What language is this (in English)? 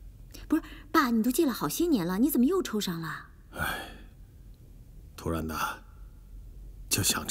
Chinese